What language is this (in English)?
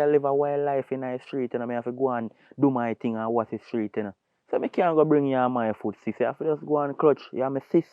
Jamaican Creole English